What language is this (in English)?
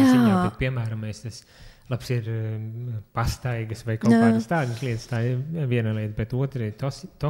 Latvian